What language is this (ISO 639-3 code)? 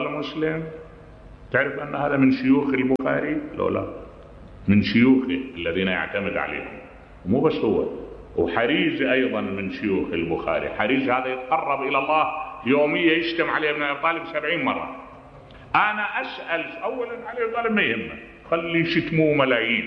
acm